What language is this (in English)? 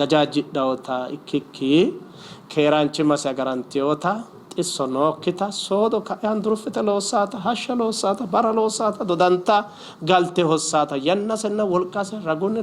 Sidamo